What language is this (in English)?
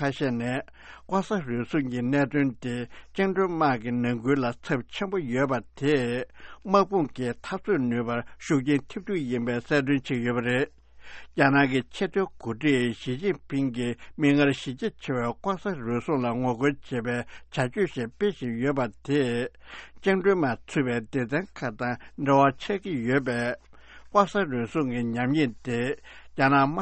Tibetan